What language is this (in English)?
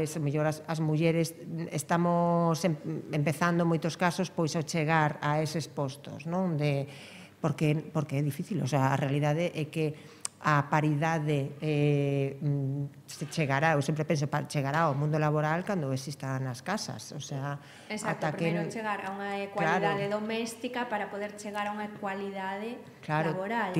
Galician